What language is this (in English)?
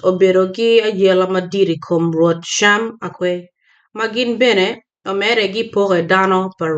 Acoli